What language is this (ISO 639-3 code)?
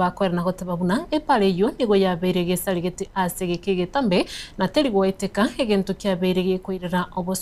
guz